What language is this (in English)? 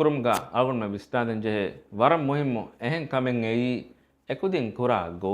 Divehi